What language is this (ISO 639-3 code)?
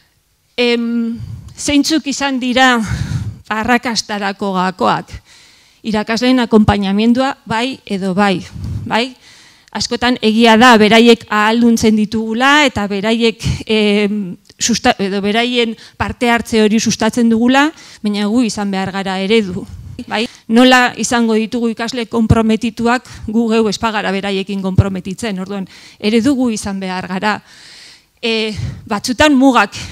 eus